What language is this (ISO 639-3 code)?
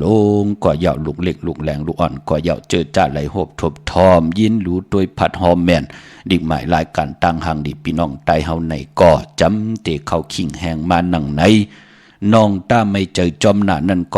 shn